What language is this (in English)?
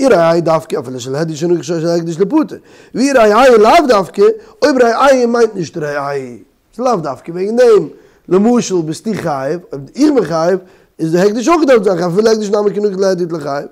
Yiddish